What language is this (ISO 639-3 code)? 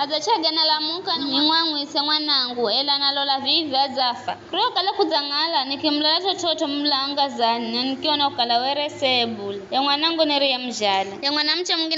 nyf